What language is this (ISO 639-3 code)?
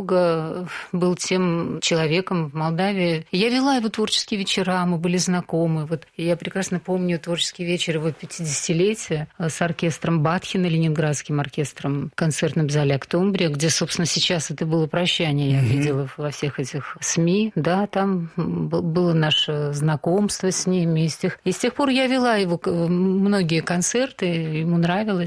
rus